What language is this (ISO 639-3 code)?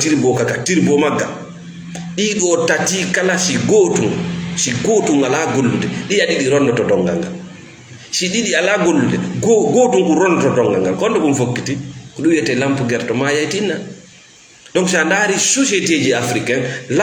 ful